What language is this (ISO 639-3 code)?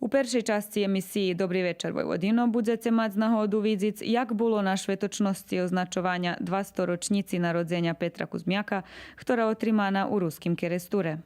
rue